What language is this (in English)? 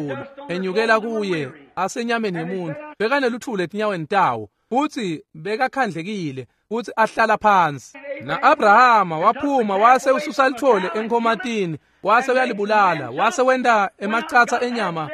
Swati